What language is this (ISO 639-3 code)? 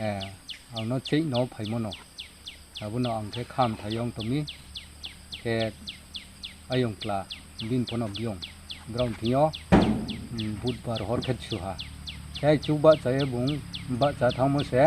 ria